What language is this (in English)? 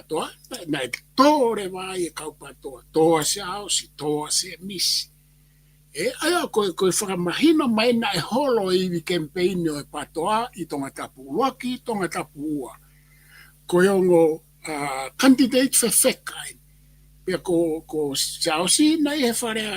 Tongan